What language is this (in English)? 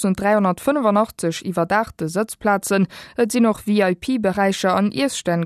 Luxembourgish